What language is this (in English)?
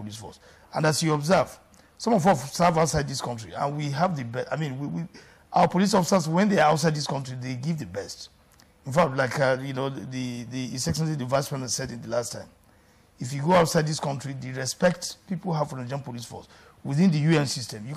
English